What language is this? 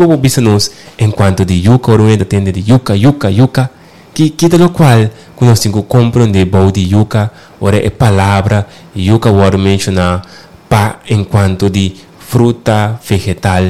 Papiamento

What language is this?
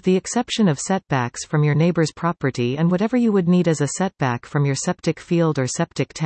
English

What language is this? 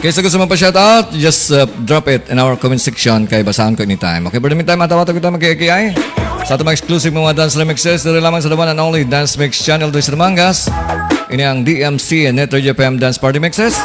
Hiligaynon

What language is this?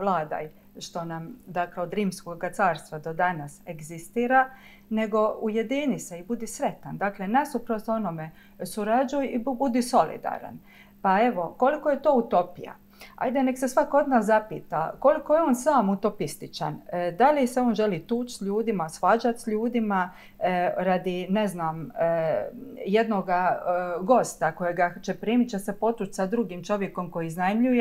Croatian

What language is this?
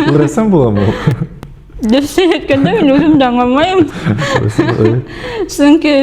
Bashkir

